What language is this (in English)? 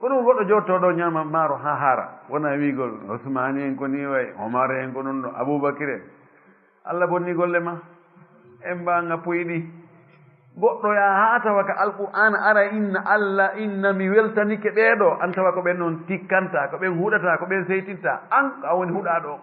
Fula